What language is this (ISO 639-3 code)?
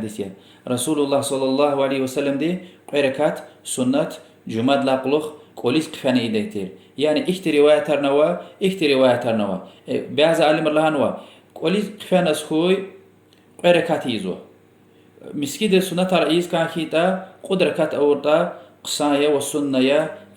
lez